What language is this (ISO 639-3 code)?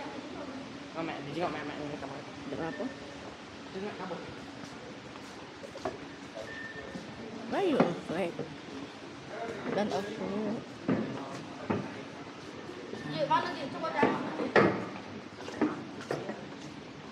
ind